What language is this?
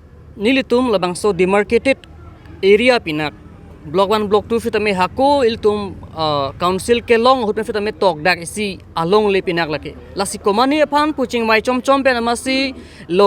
Karbi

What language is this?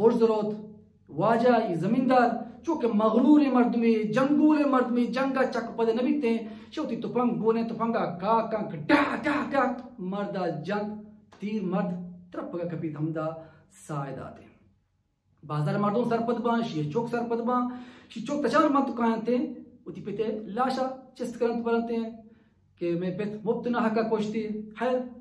Baluchi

